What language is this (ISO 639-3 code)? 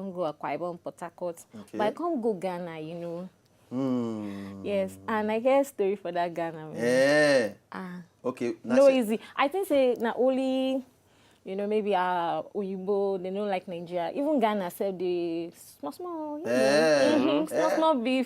pcm